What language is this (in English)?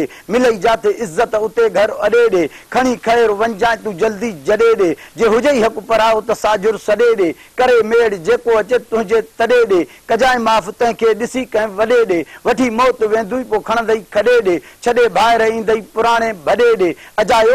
Sindhi